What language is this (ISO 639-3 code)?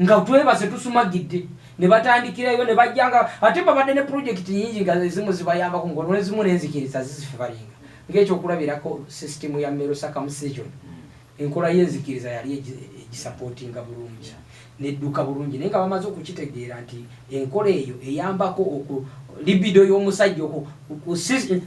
lug